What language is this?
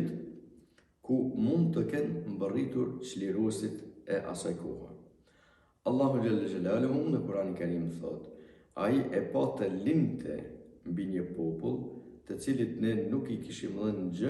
Albanian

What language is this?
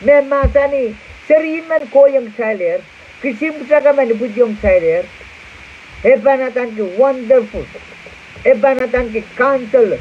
Pohnpeian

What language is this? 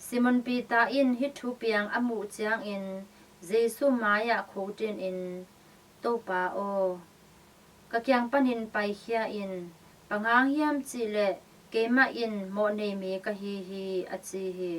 Tedim Chin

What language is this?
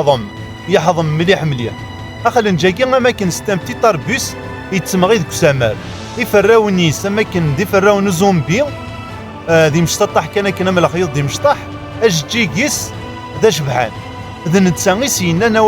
Kabyle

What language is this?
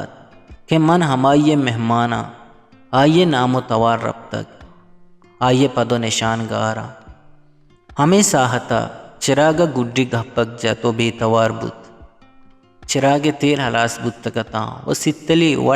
Eastern Balochi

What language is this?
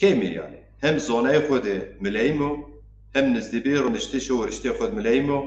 Zaza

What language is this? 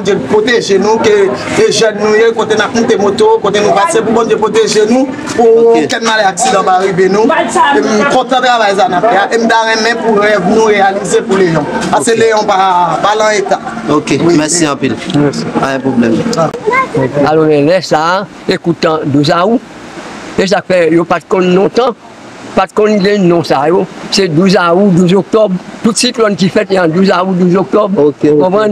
Haitian Creole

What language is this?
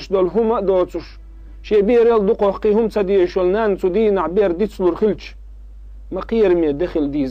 Chechen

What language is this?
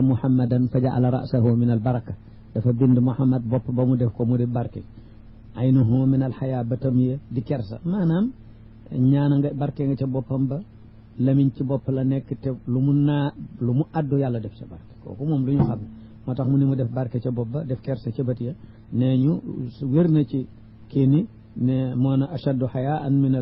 Wolof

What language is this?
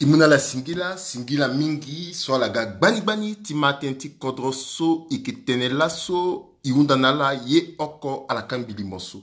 Sango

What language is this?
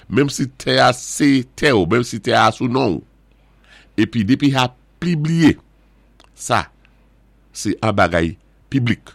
Saint Lucian Creole French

